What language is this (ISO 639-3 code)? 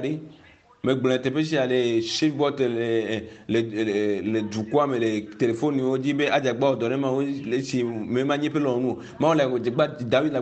ewe